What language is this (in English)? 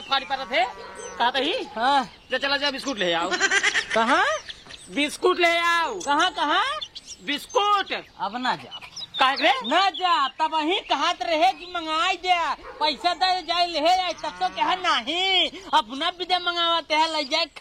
Awadhi